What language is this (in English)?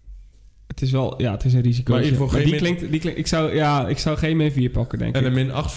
Dutch